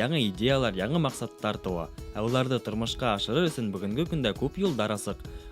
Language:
Bashkir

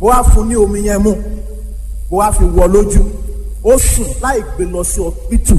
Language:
Yoruba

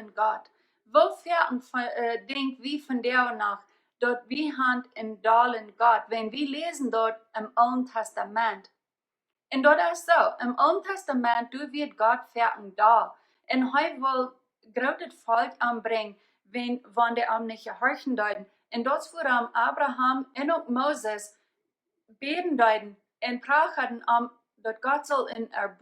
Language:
Plautdietsch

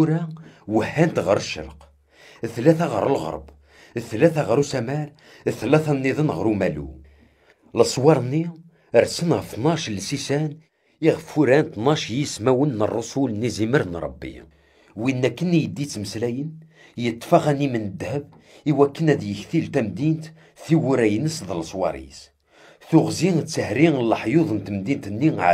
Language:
Kabyle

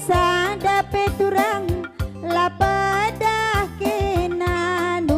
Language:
Batak Karo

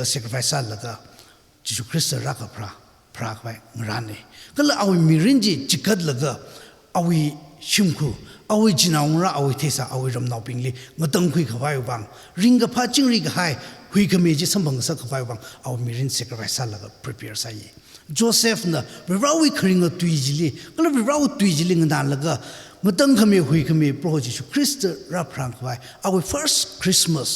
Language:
Tangkhul Naga (India)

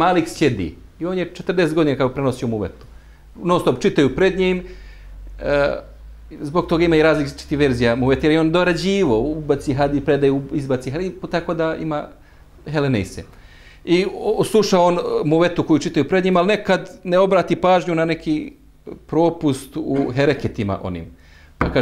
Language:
Bosnian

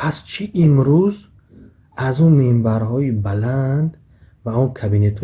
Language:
Tajik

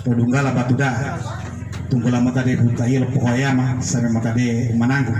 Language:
Gorontalo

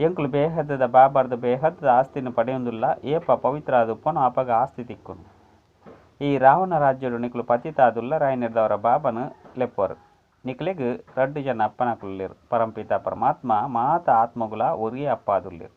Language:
Tulu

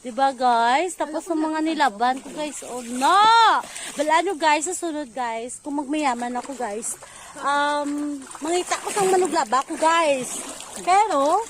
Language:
Hiligaynon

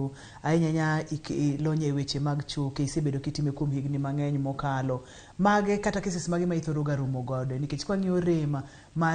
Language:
Luo (Kenya and Tanzania)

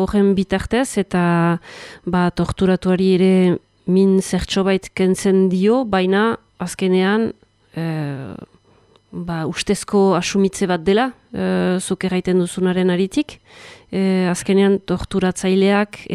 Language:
Basque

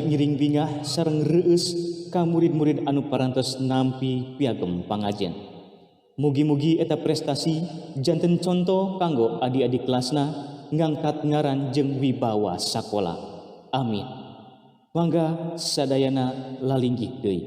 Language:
Sundanese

